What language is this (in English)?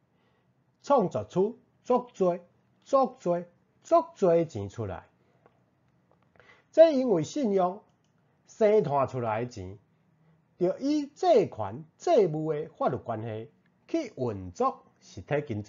Min Nan Chinese